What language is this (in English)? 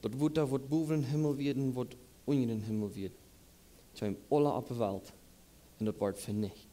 Plautdietsch